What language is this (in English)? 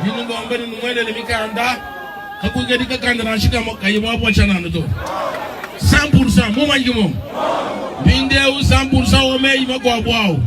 Luba-Lulua